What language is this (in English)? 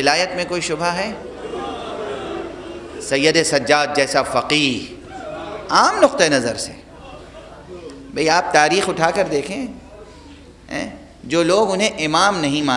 Urdu